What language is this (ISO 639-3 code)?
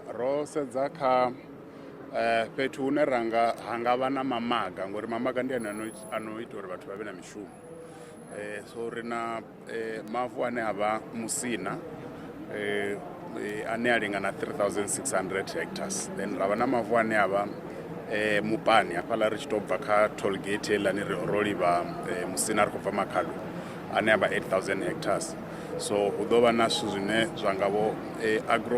ven